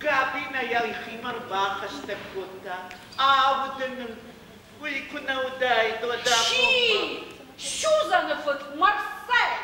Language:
Ossetic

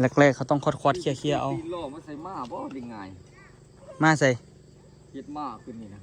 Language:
Lao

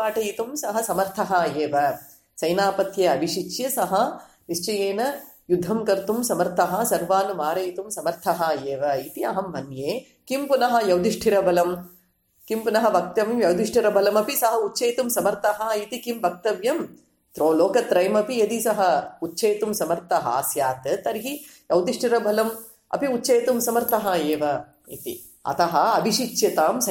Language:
Sanskrit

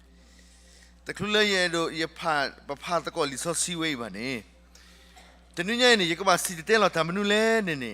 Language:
S'gaw Karen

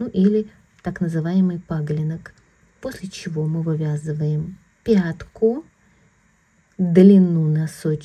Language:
Russian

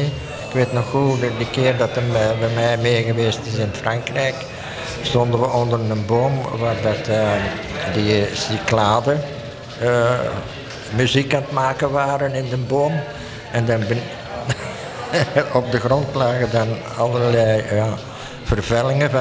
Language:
Dutch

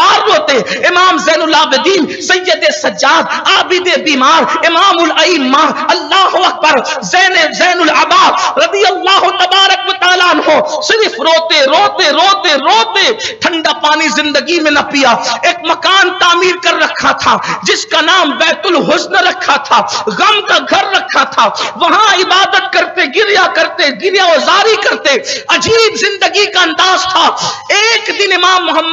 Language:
Urdu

